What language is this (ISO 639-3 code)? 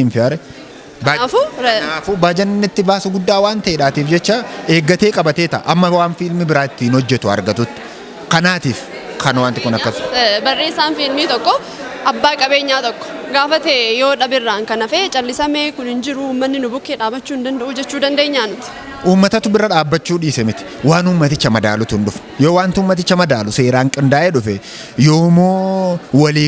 orm